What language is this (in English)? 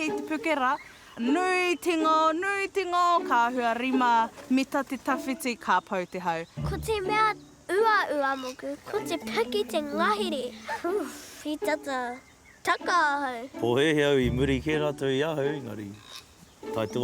Māori